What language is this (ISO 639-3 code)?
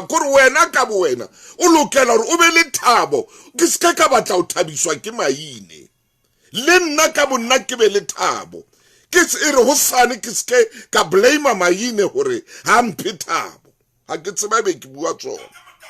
sot